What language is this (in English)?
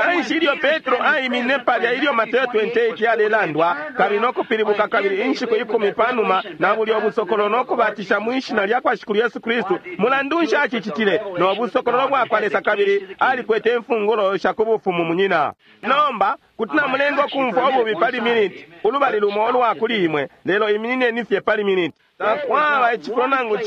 Bemba